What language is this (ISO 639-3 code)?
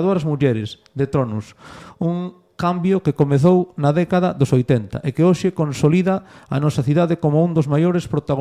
glg